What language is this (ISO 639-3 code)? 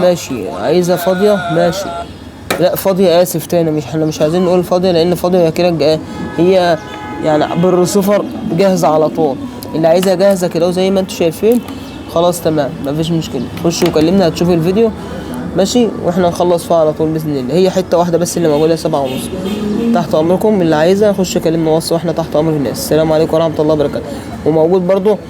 arz